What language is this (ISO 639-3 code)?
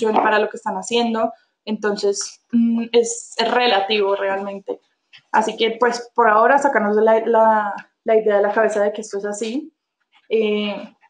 spa